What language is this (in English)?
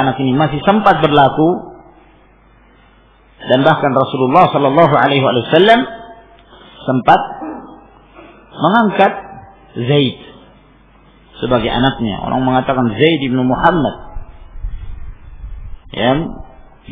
Indonesian